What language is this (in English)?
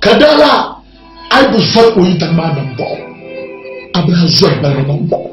Dagbani